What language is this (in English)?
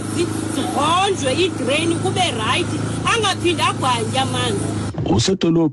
Xhosa